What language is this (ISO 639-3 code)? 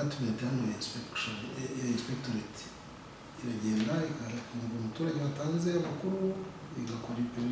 kin